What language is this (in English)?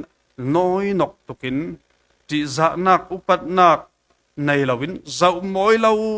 Falam Chin